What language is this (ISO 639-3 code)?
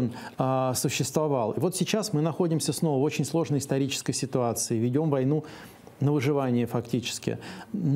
rus